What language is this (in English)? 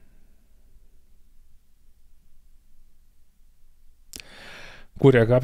German